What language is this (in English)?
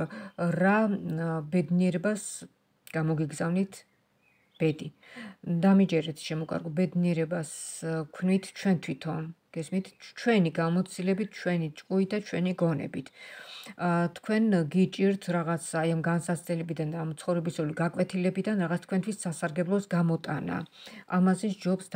Georgian